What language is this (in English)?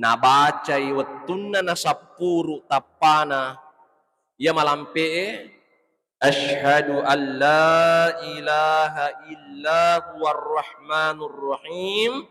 Buginese